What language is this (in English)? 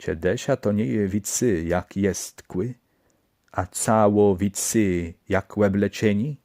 Kashubian